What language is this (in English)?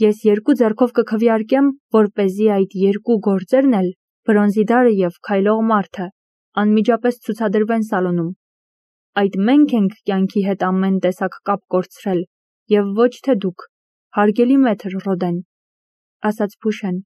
Armenian